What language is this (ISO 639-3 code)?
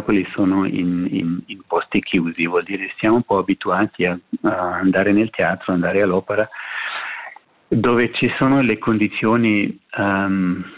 ita